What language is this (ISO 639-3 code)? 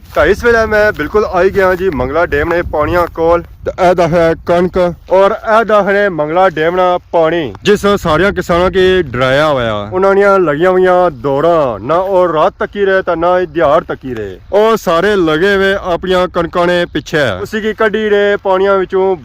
phr